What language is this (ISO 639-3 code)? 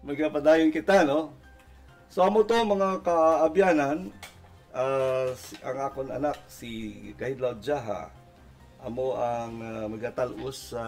hil